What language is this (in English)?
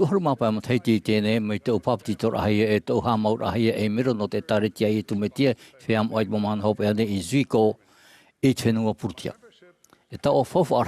Tahitian